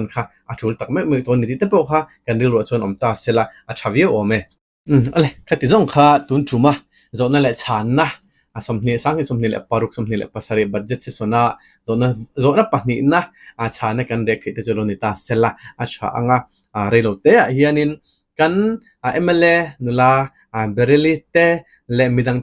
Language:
Mizo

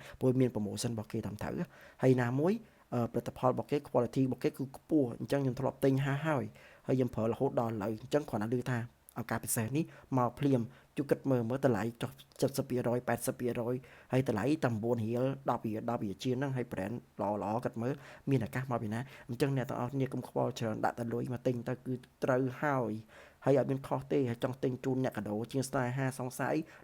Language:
Khmer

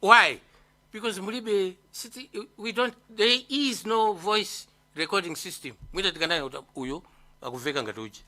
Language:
Nyanja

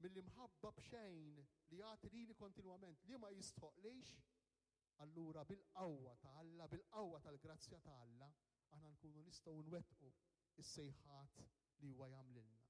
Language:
Maltese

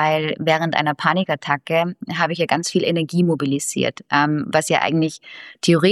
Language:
German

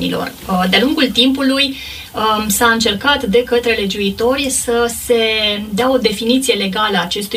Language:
Romanian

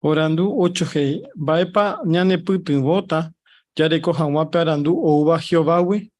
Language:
Guarani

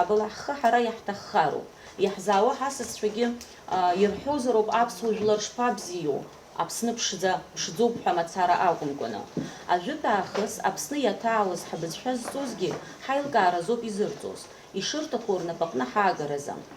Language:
Abkhazian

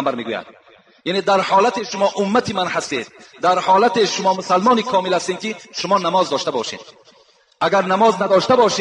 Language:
Tajik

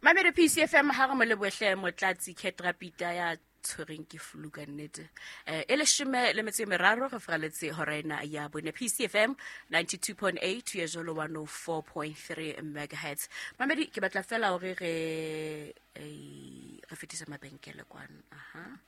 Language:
Southern Sotho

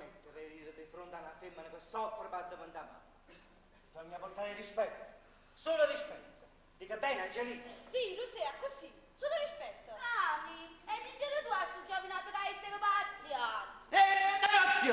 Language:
Neapolitan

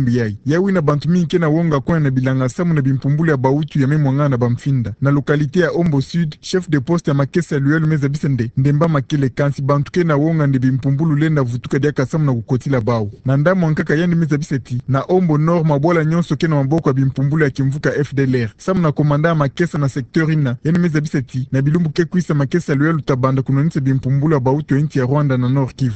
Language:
Kituba (Democratic Republic of Congo)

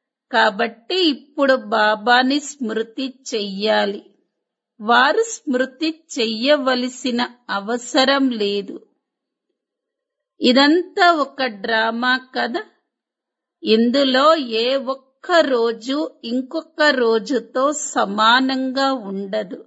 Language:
Telugu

